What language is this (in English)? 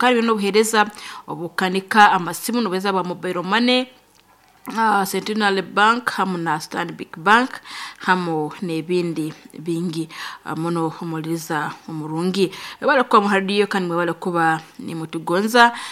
Nyoro